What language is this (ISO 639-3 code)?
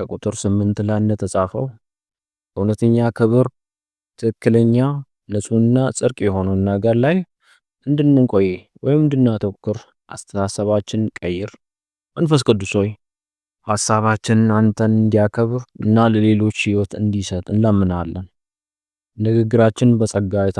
amh